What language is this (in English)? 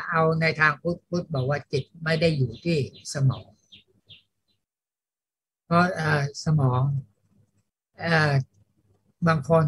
Thai